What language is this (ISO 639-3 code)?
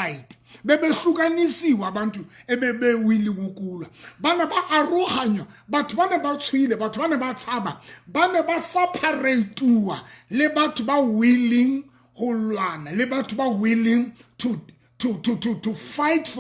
sot